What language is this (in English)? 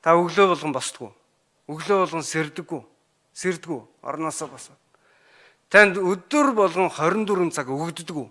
Mongolian